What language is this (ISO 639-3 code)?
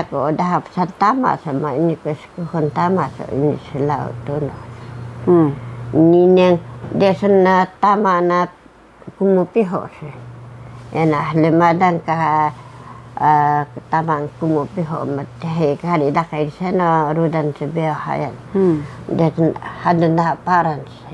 trv